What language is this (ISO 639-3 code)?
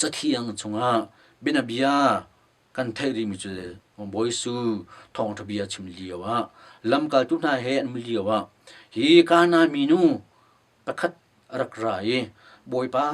cnh